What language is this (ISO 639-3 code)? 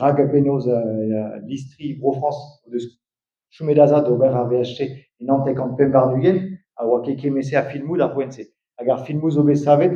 bre